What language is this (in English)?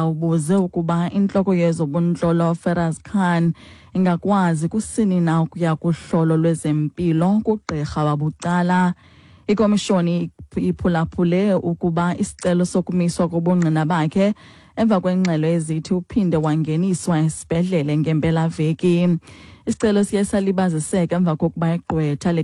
Xhosa